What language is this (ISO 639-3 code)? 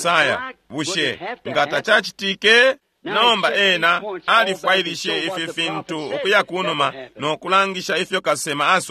bem